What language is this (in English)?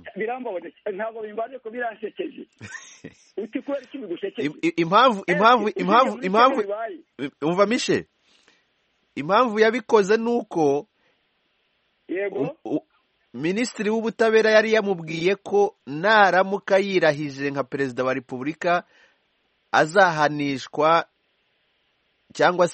Kinyarwanda